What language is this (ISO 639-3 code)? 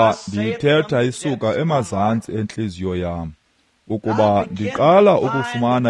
xho